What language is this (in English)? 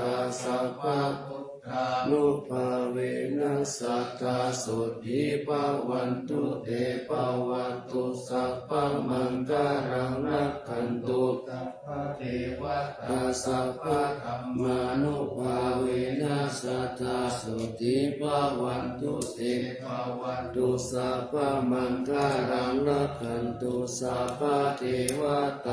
Pali